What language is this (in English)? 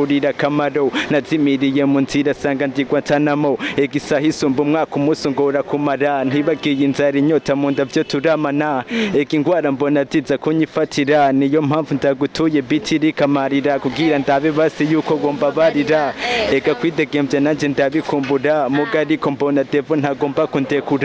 Rundi